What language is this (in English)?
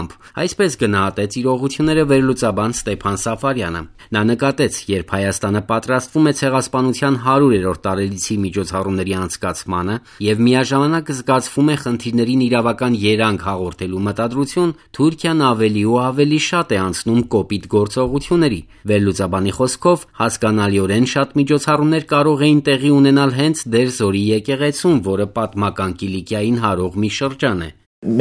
Armenian